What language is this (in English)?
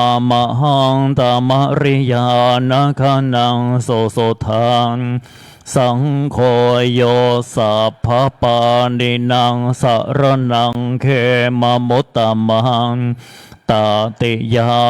Pali